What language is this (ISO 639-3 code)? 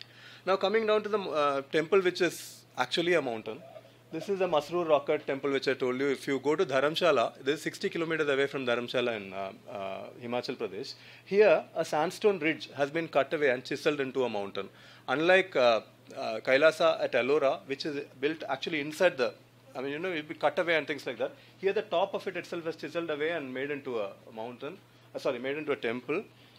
eng